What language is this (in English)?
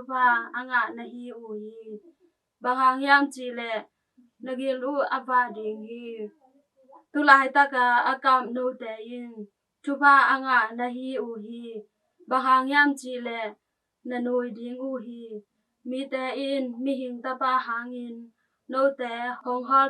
Tedim Chin